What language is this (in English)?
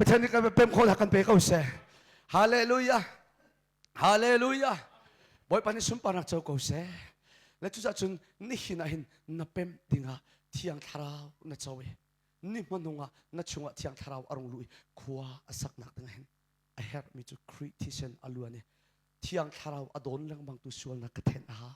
Hakha Chin